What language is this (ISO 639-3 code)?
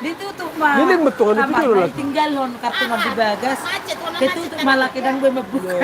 bbc